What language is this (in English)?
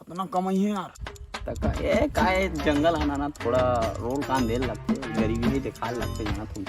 Chhattisgarhi